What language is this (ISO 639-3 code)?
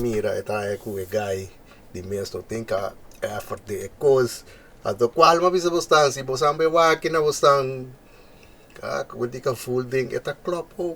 pap